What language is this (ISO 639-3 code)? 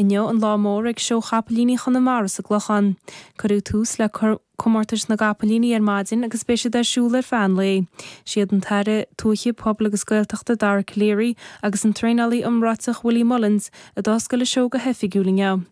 gle